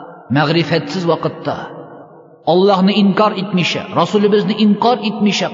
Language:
Tatar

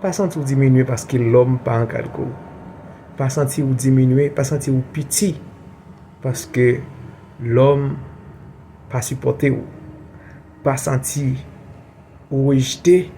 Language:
Haitian Creole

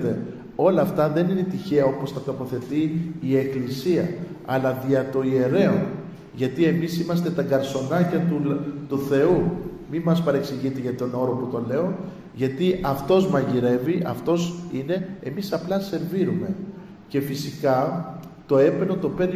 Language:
Greek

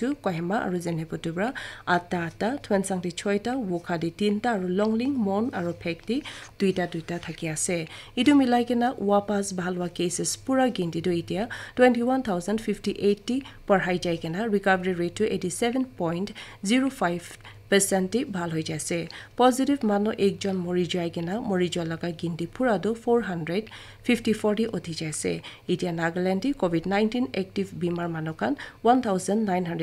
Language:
Naga Pidgin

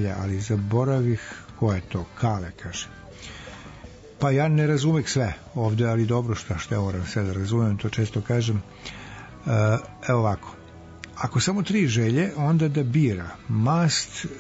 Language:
Serbian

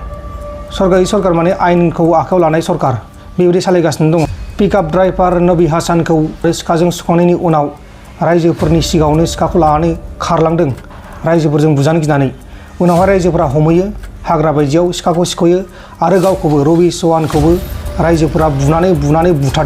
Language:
Bodo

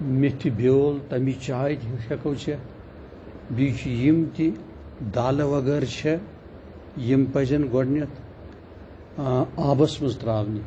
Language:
Kashmiri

